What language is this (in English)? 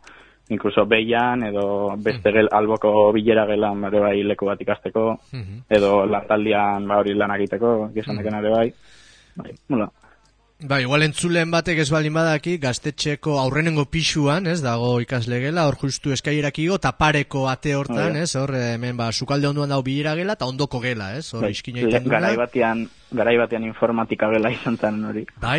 Basque